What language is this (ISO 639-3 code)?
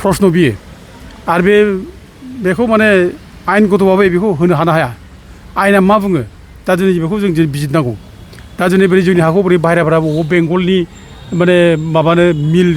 brx